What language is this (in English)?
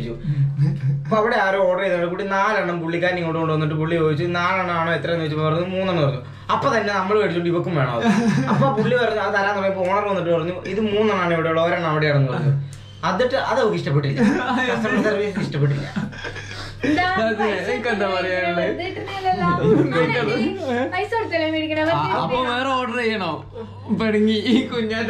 Malayalam